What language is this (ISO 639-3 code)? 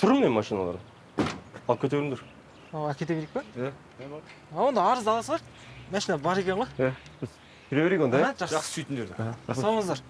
kaz